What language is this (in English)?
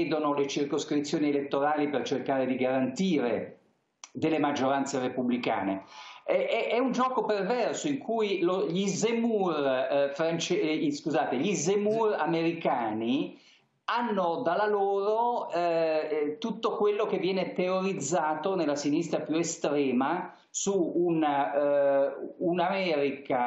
Italian